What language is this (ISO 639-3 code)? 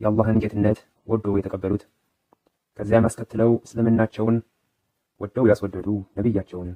amh